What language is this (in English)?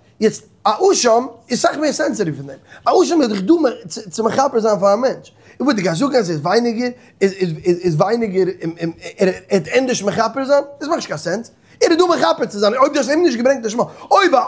Yiddish